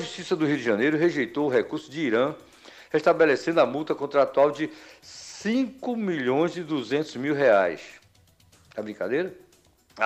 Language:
Portuguese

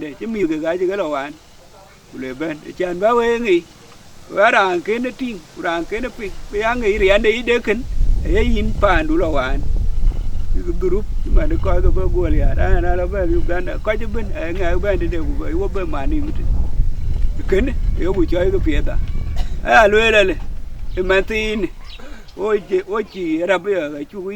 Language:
Dinka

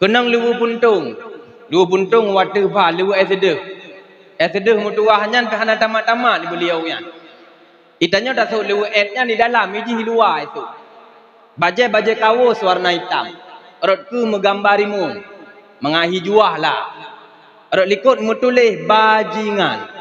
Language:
Achinese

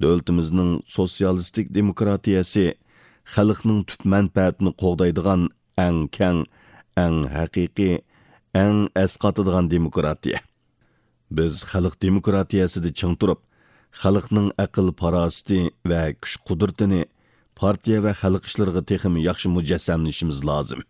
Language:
Uyghur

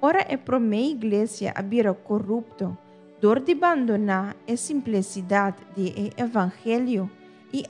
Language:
Papiamento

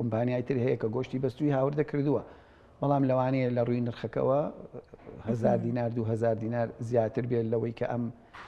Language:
Central Kurdish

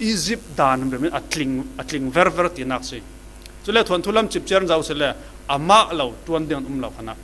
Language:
Falam Chin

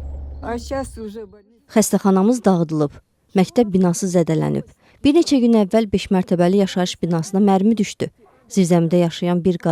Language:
Azerbaijani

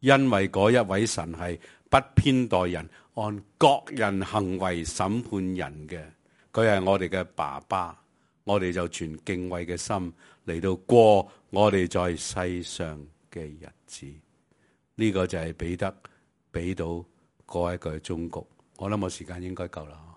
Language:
Cantonese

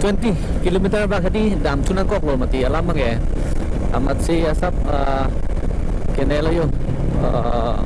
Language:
Karbi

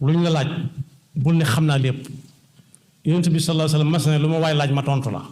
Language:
Wolof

